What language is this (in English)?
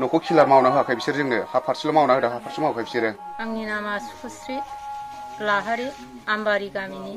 Bodo